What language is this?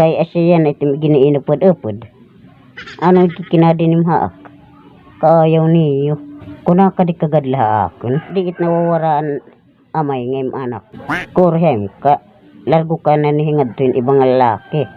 Waray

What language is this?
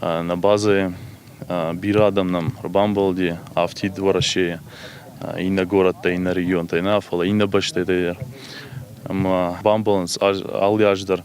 Ossetic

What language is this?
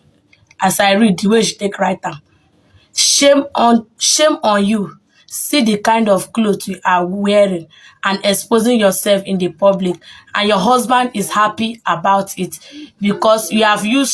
Nigerian Pidgin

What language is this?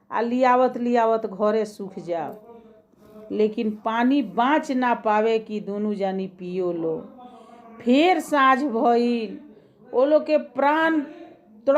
Bhojpuri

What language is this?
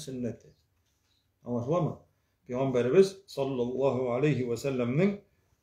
Tatar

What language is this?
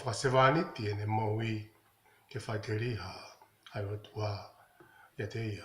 Tongan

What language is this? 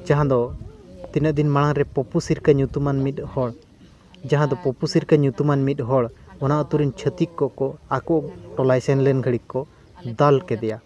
Santali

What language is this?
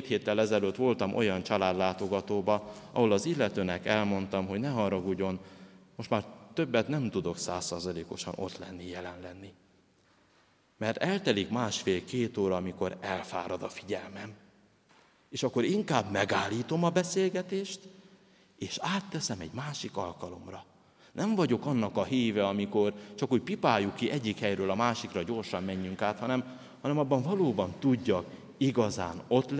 Hungarian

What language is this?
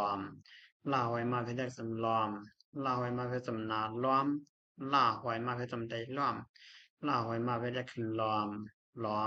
Shan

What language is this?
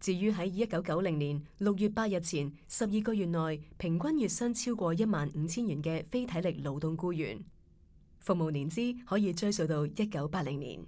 Cantonese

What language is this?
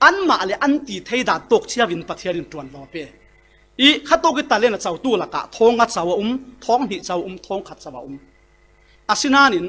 Falam Chin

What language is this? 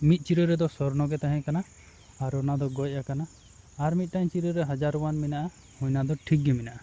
Santali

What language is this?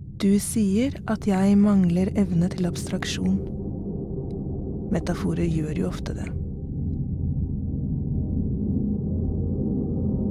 Norwegian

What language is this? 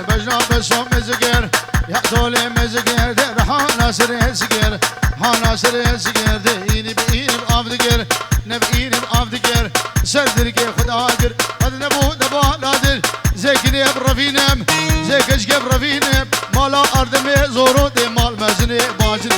Kurdish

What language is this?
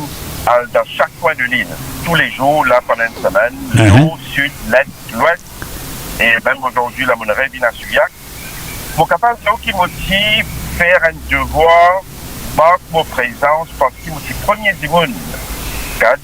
Morisyen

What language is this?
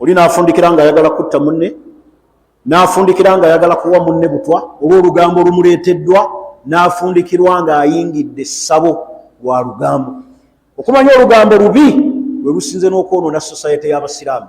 Ganda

